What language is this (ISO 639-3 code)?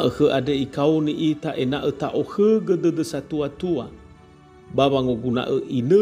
nia